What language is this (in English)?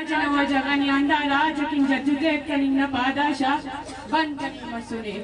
Brahui